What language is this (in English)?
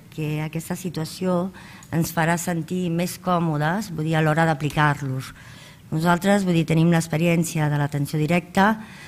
Catalan